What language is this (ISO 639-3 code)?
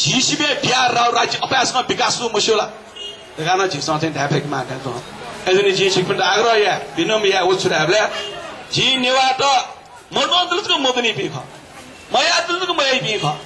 new